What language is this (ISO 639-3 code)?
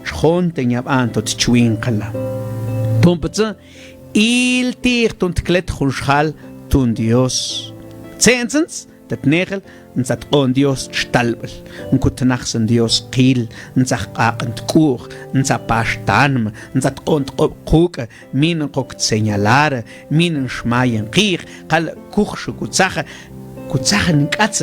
mam